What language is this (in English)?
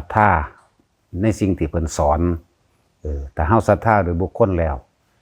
Lao